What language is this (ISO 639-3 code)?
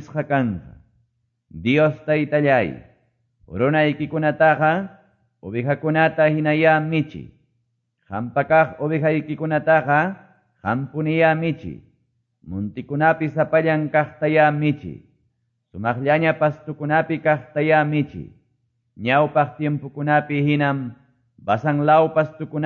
que